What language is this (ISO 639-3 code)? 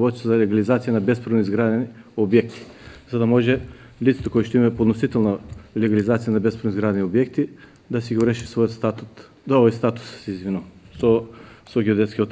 mkd